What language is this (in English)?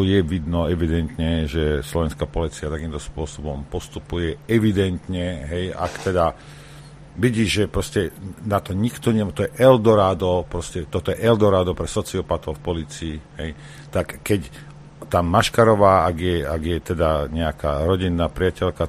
Slovak